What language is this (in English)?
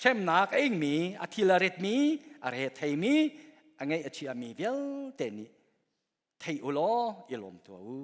Hakha Chin